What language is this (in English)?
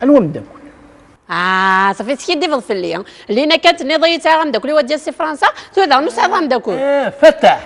Kabyle